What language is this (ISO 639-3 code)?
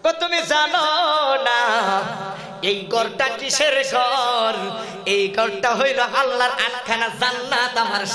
ben